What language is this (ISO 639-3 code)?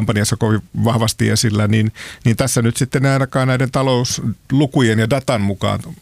fin